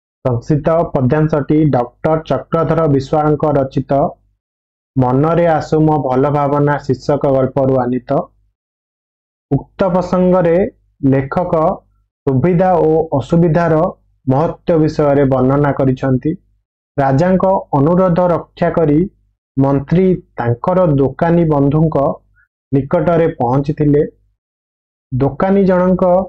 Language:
Odia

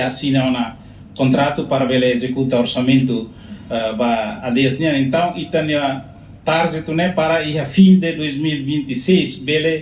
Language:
Tetum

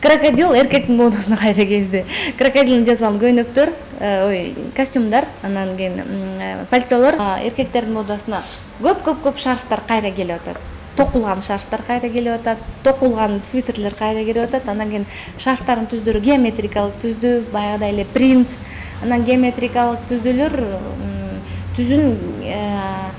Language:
Kyrgyz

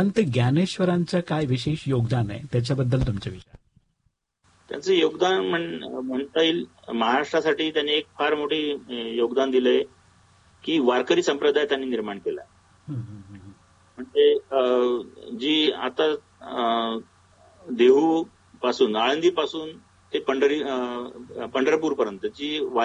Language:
Marathi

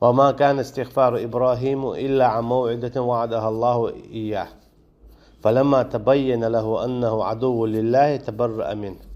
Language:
Chechen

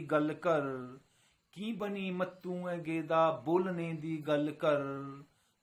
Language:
Dogri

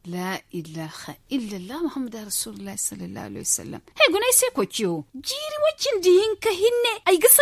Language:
Zarma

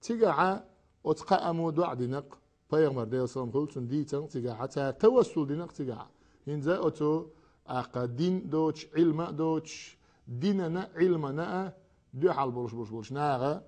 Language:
Chechen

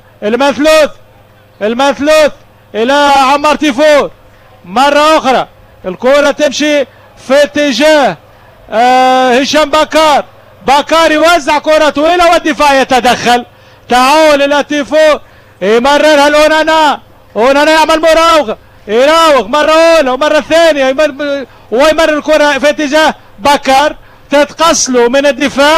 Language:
Tunisian Arabic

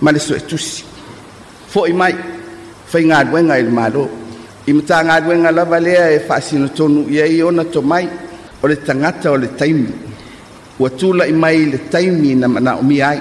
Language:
Samoan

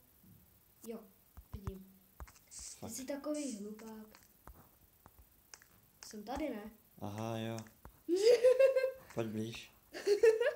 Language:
Czech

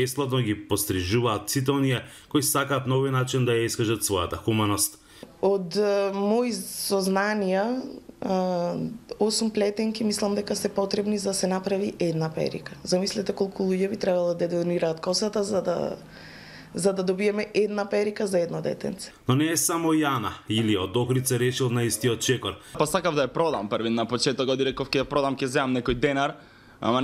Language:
Macedonian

